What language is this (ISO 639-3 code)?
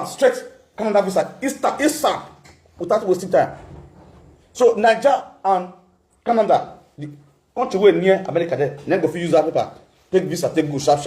pcm